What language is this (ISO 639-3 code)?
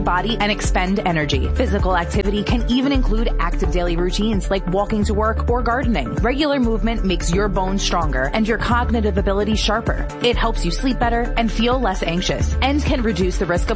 eng